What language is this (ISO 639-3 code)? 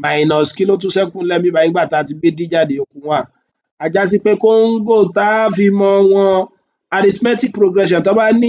yor